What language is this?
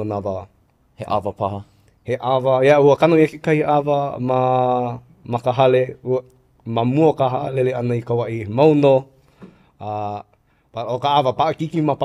Hawaiian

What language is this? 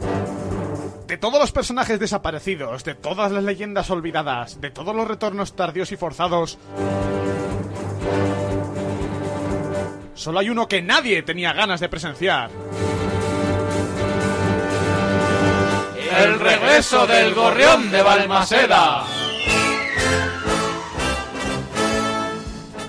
Spanish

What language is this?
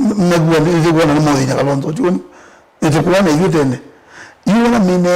Kamba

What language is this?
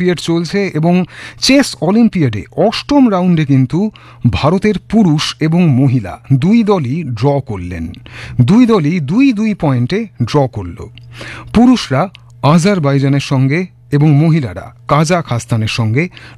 Bangla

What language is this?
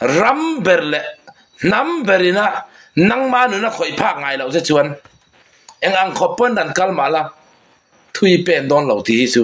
Mizo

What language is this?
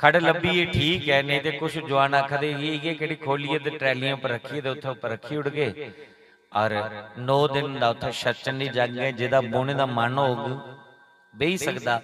Dogri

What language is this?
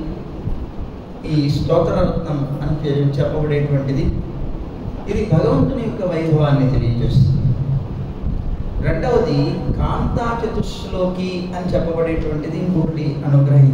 Telugu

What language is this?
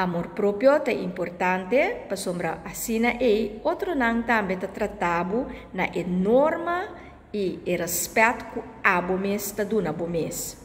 Papiamento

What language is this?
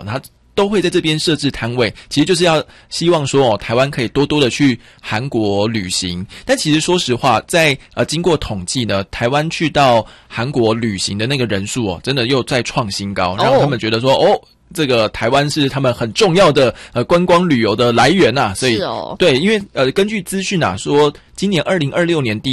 Chinese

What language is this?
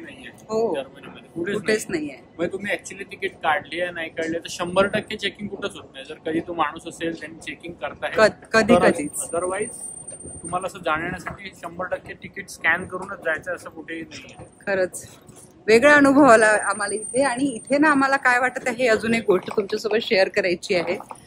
Marathi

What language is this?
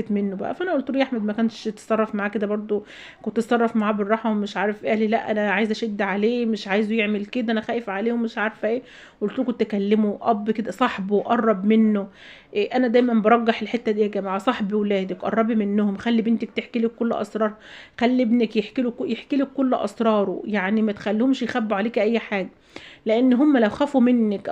Egyptian Arabic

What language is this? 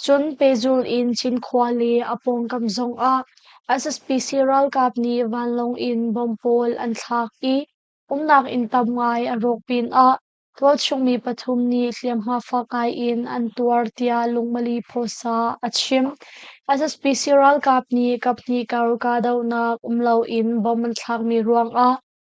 Hakha Chin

